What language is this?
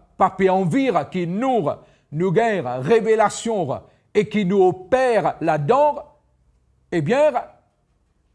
Morisyen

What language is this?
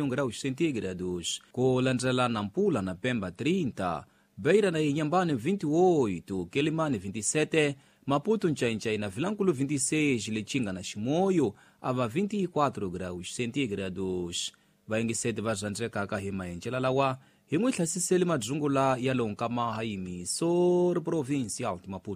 Tsonga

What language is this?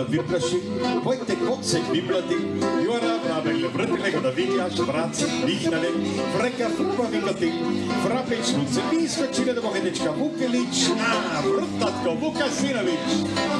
Bavarian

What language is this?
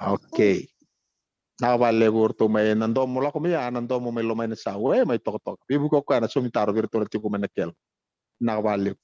Fijian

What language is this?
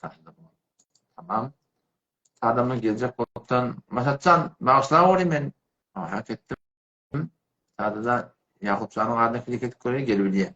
Turkmen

